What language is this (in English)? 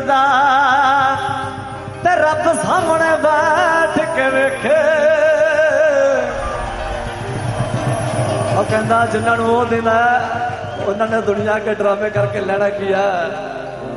Punjabi